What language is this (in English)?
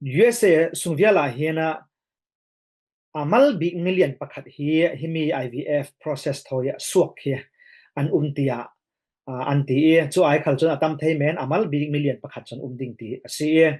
Falam Chin